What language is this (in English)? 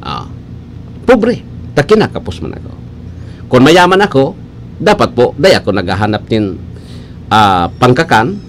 Bikol